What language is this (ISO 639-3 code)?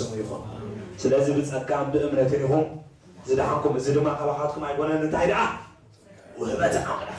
tir